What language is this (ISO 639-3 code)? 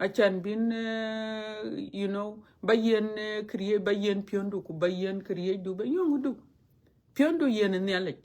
din